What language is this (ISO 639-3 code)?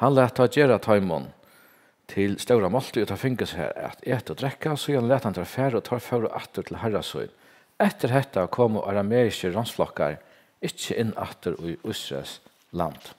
fao